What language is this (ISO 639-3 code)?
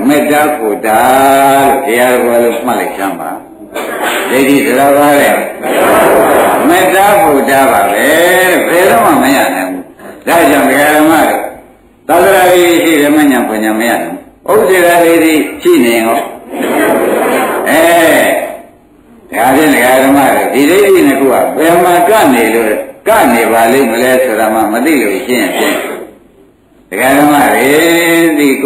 mya